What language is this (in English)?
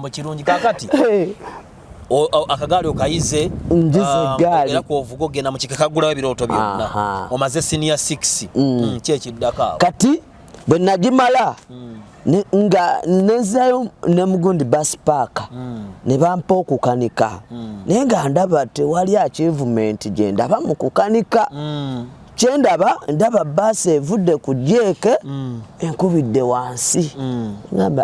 Ganda